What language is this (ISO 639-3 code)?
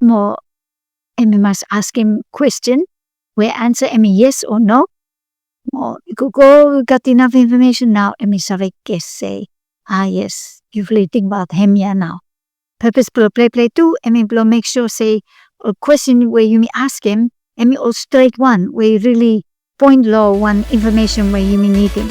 bis